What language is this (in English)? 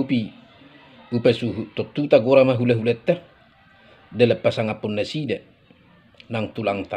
Batak Toba